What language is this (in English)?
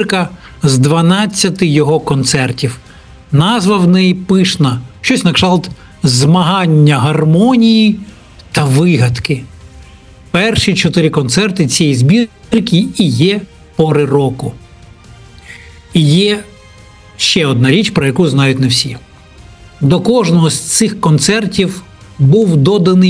Ukrainian